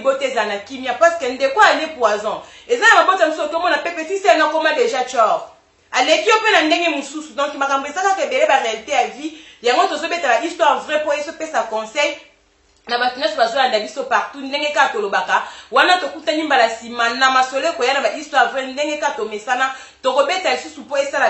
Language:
Lingala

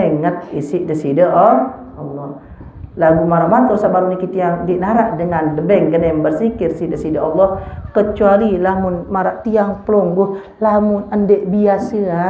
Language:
Sasak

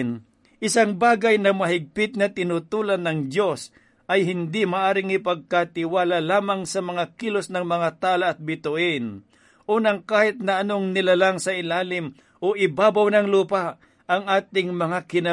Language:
Filipino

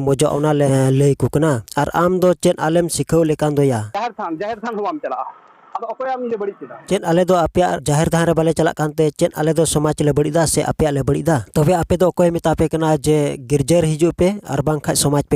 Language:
Santali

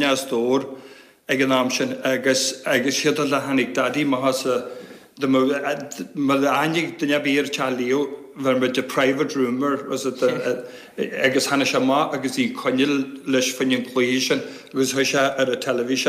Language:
Irish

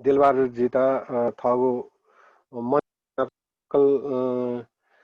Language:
Newari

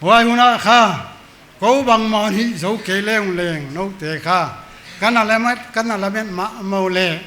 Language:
Paite Chin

